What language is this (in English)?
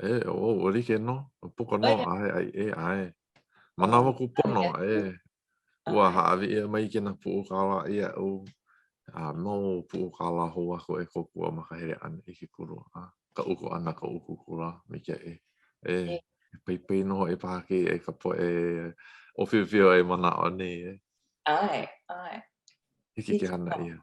Hawaiian